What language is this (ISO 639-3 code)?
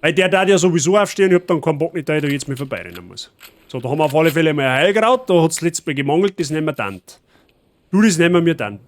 bar